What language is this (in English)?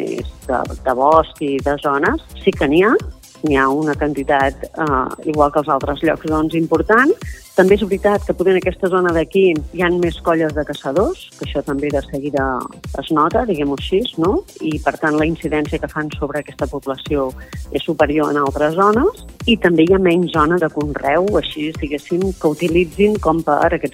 Catalan